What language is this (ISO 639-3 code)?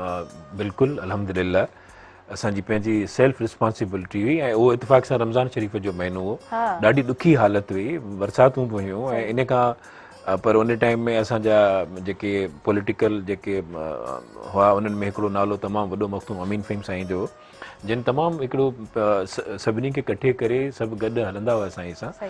snd